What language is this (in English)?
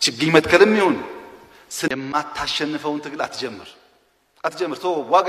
Amharic